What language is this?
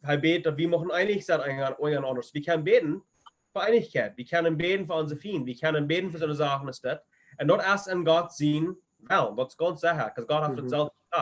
Plautdietsch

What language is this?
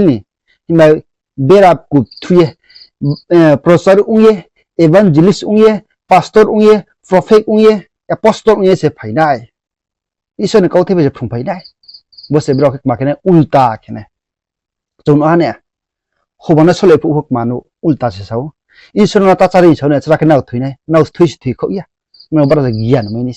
Riang (India)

